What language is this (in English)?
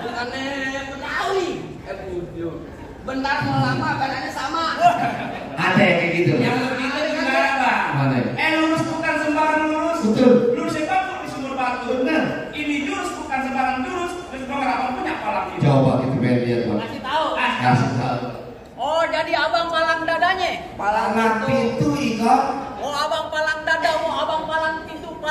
Betawi